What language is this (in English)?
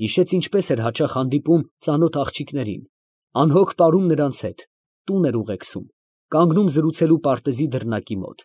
Armenian